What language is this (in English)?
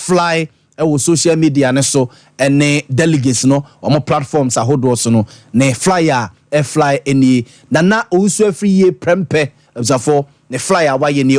Akan